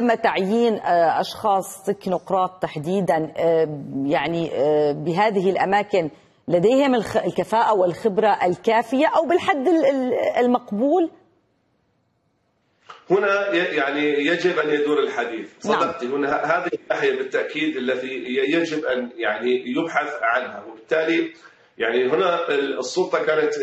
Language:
Arabic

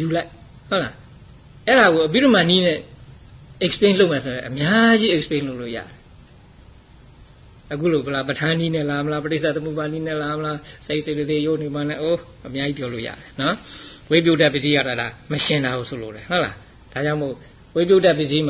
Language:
Burmese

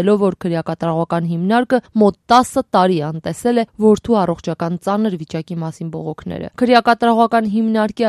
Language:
Armenian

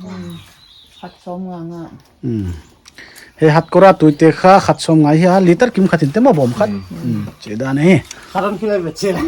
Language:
Paite Chin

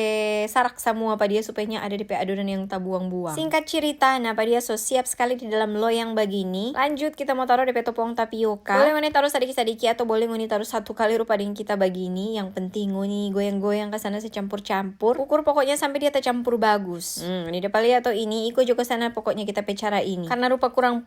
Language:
Manado Malay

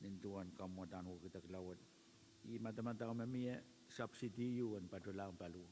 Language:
Pohnpeian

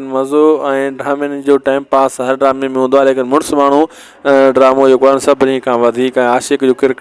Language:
Sindhi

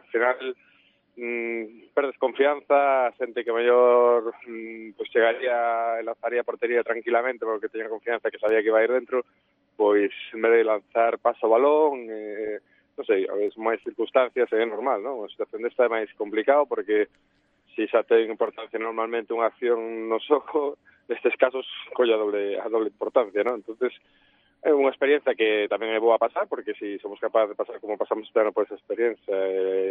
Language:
Galician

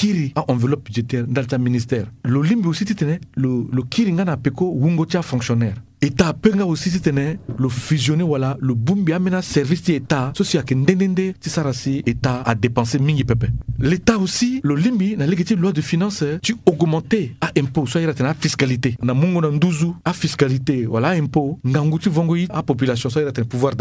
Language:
Sango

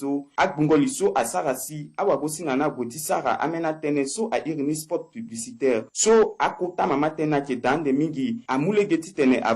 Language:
Sango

